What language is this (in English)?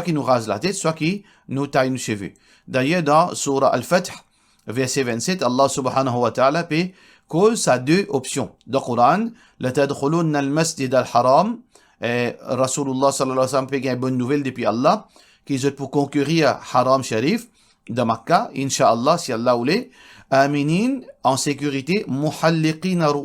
Morisyen